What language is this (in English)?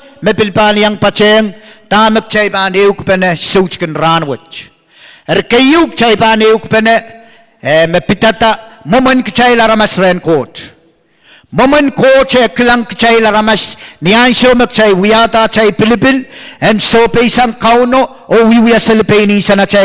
Pohnpeian